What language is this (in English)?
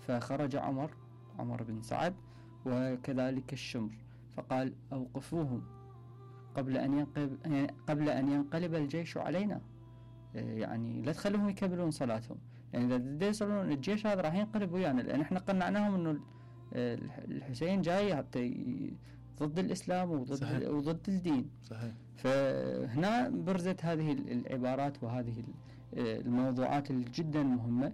Mesopotamian Arabic